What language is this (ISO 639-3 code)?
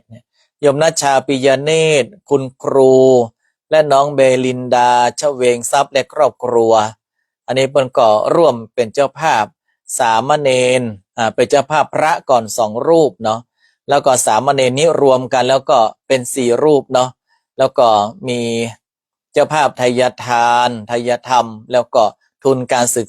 nod